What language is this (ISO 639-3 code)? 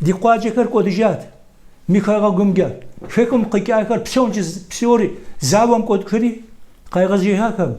kbd